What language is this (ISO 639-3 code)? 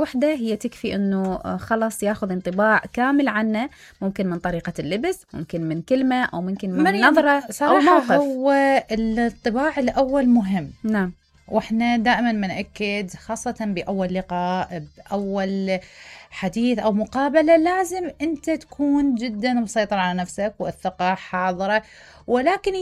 acm